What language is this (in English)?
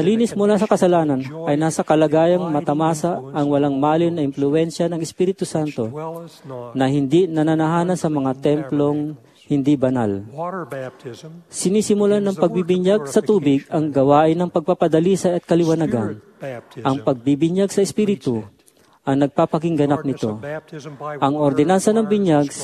Filipino